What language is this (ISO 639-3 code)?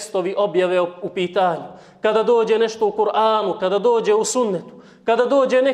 bos